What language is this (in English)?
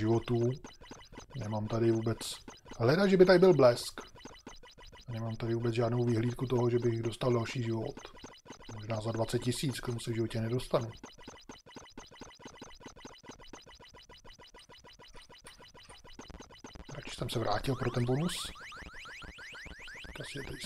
Czech